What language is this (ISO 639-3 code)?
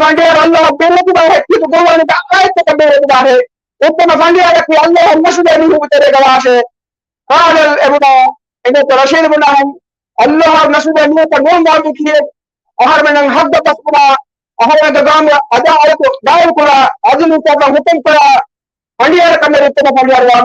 div